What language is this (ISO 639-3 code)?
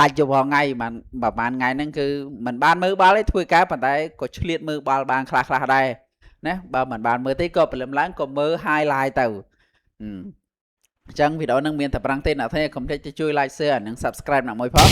khm